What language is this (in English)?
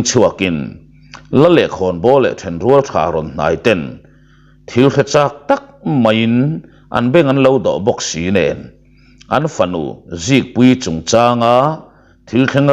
Mizo